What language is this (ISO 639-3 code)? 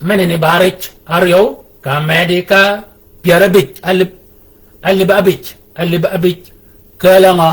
shk